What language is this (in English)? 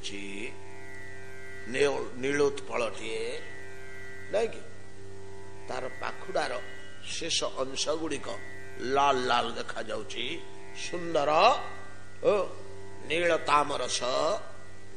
Odia